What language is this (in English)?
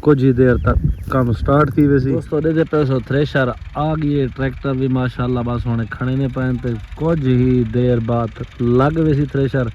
Saraiki